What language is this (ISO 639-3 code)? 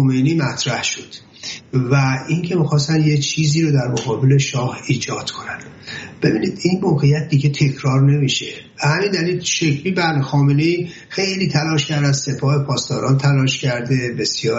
fas